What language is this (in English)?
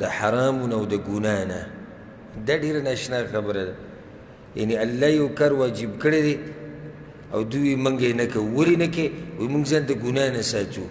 Pashto